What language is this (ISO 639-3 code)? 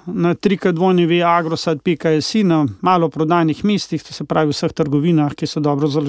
slv